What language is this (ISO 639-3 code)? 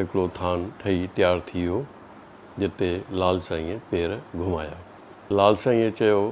snd